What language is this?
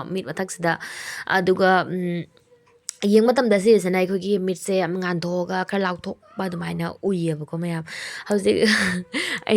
Manipuri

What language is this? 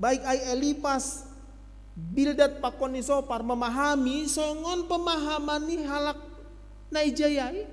Batak Simalungun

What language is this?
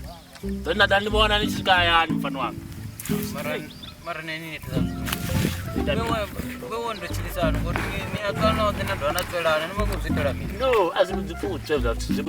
Venda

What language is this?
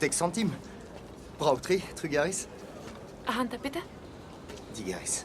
Breton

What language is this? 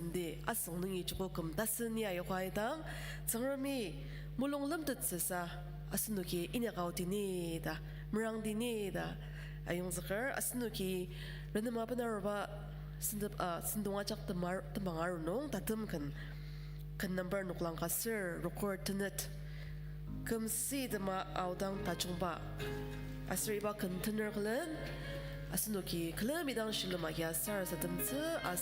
Ao Naga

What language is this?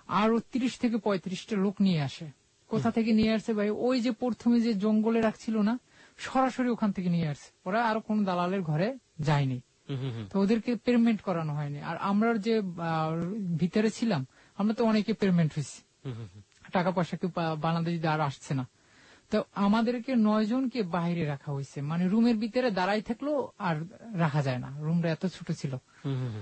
Bangla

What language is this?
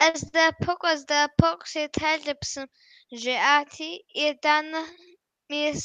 Kabardian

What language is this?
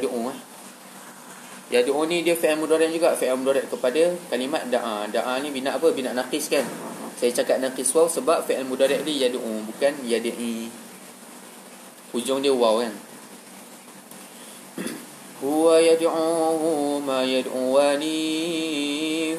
Malay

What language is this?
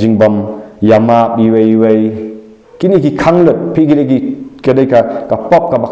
Khasi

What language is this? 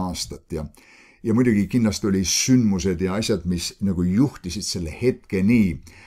Estonian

